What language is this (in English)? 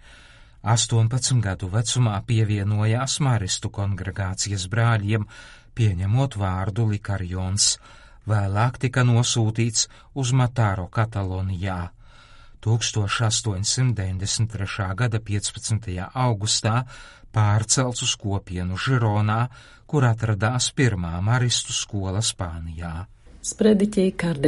Latvian